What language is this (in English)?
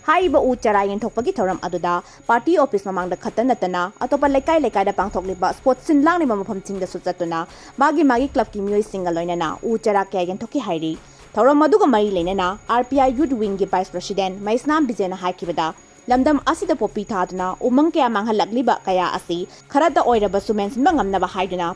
Manipuri